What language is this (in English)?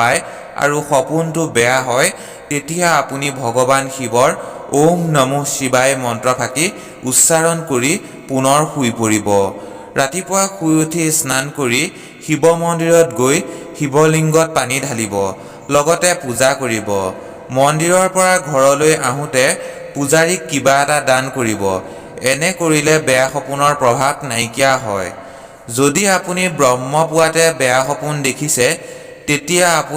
Assamese